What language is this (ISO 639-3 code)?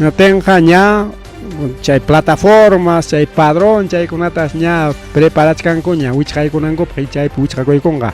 quy